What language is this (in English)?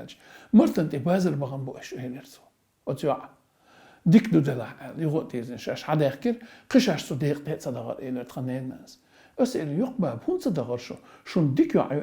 Chechen